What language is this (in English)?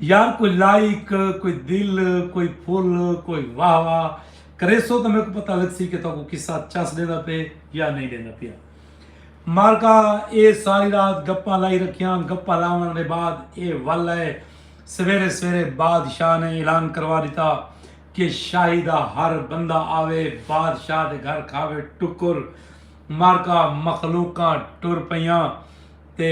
Saraiki